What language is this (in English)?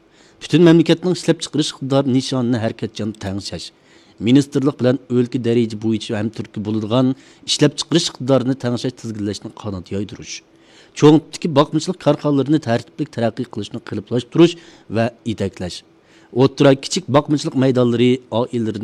Uyghur